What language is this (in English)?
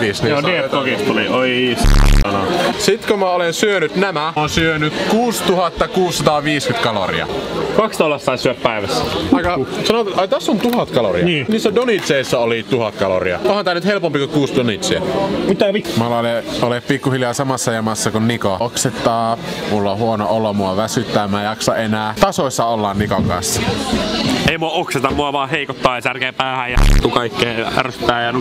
Finnish